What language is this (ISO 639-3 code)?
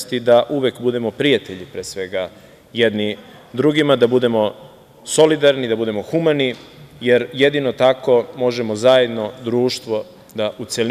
srp